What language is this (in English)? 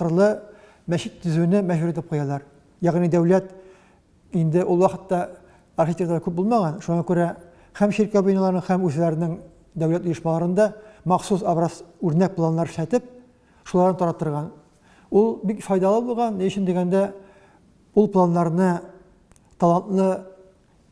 Tatar